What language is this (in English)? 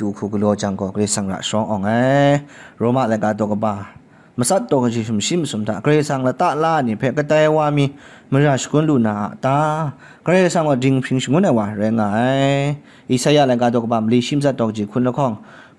Kachin